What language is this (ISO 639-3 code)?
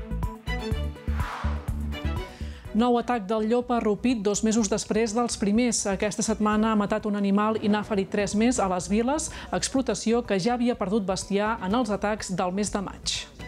cat